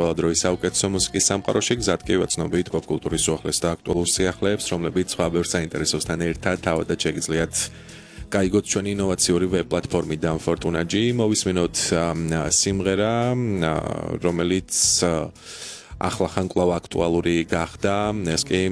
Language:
Georgian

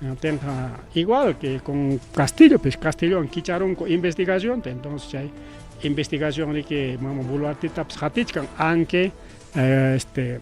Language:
Ayacucho Quechua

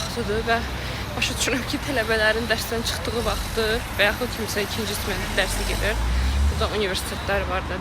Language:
Azerbaijani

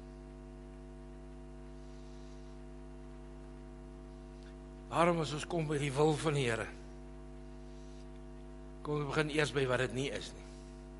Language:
Afrikaans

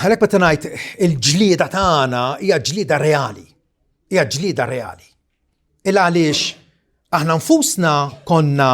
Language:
Maltese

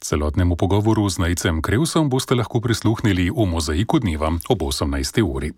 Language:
Slovenian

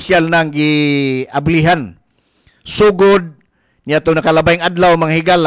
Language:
Cebuano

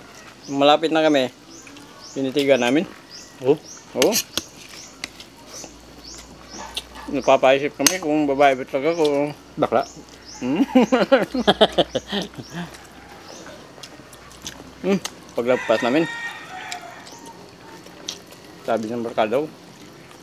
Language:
Filipino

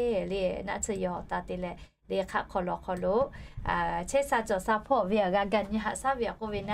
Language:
Lahu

